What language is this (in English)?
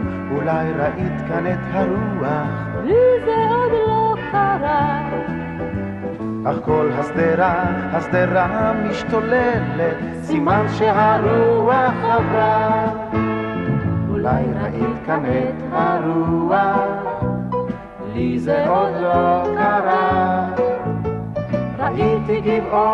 Hebrew